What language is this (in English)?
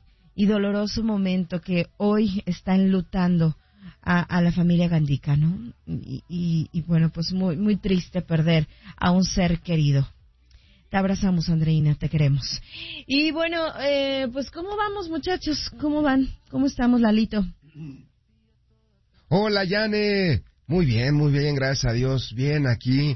Spanish